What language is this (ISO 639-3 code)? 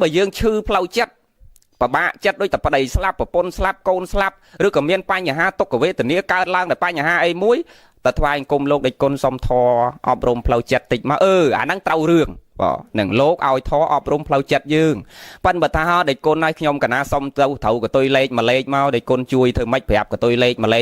khm